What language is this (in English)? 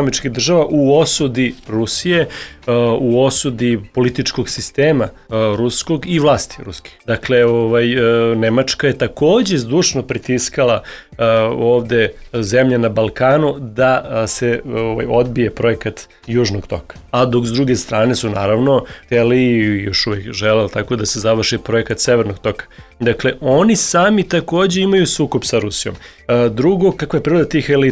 Serbian